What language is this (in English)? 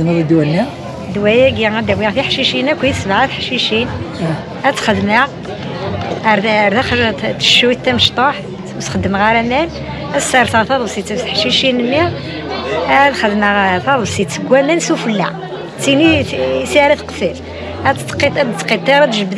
Kabyle